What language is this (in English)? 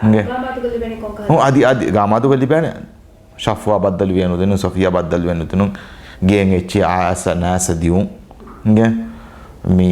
Divehi